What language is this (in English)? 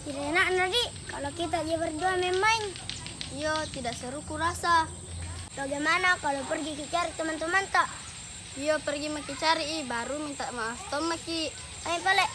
Makassar Malay